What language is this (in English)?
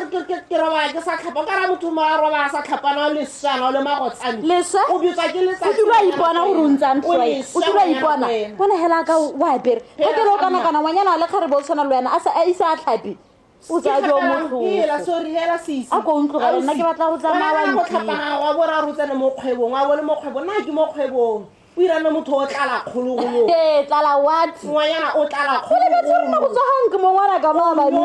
Tswana